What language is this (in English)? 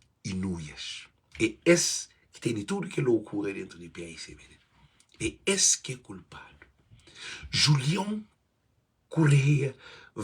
Kabuverdianu